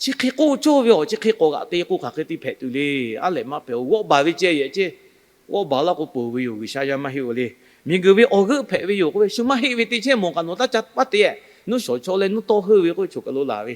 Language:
Lahu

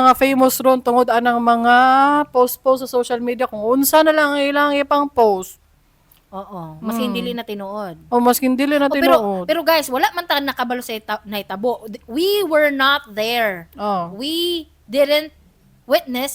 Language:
Cebuano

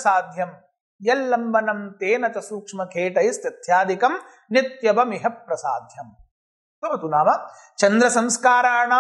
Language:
Sanskrit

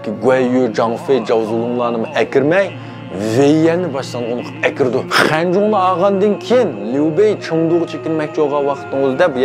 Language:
Uyghur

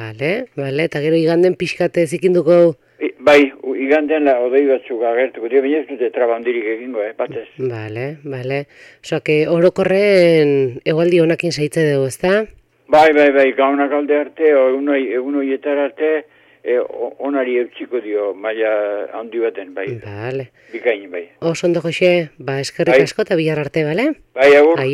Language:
Basque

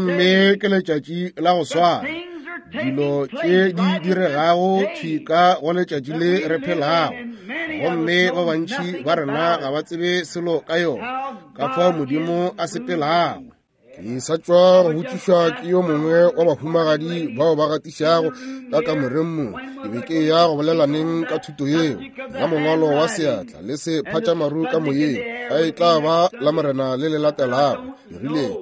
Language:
Northern Sotho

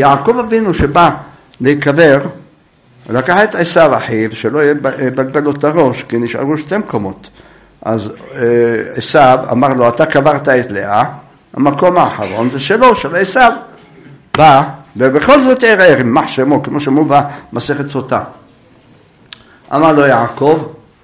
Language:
Hebrew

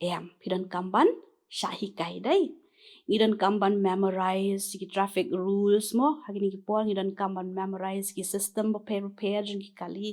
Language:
Khasi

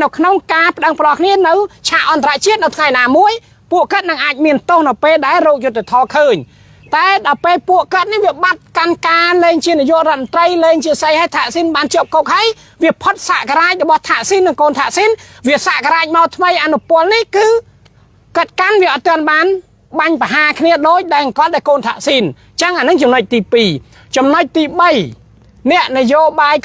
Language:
Khmer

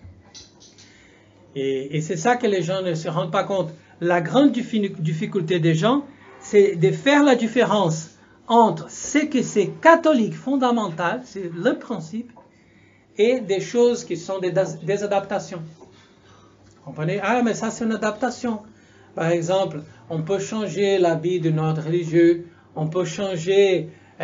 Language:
French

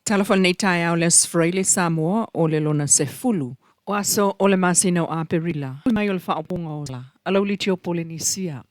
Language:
Samoan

